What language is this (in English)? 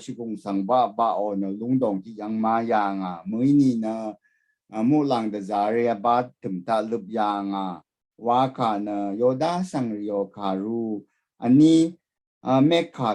Rawang